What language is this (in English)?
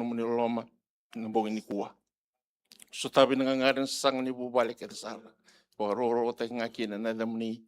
Fijian